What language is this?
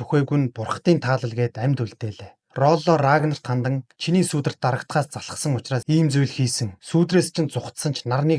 Mongolian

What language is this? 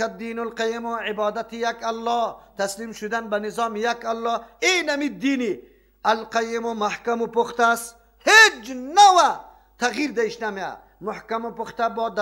Persian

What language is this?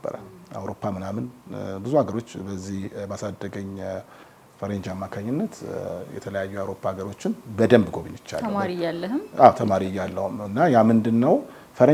Amharic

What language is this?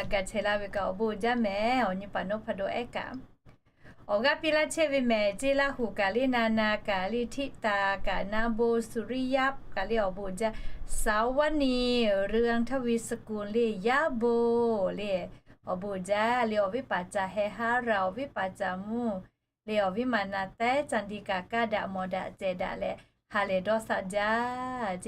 Lahu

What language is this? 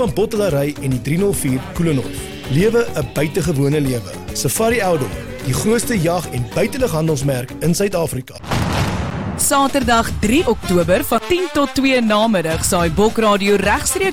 Afrikaans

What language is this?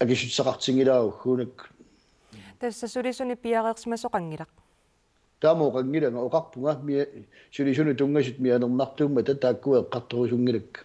Kalaallisut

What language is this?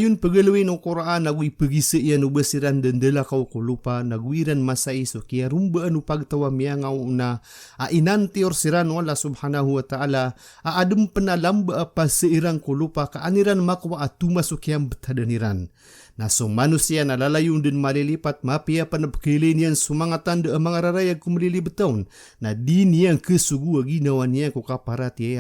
Maranao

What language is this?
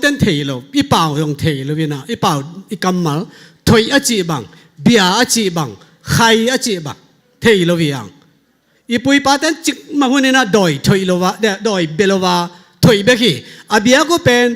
Tedim Chin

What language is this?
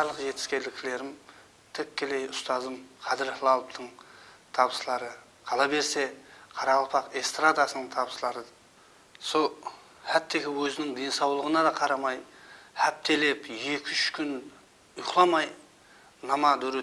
Kara-Kalpak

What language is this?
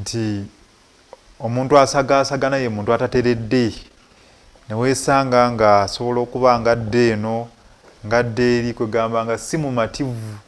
Ganda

